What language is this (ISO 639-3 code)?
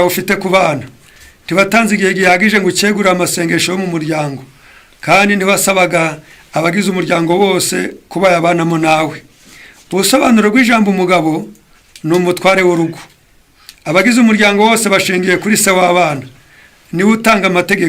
kin